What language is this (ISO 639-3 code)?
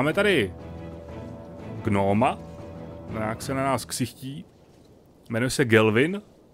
ces